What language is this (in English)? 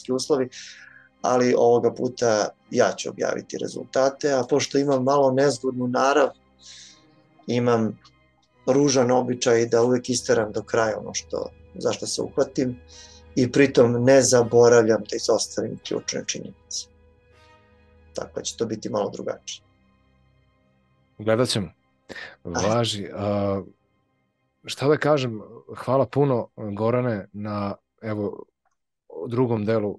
Serbian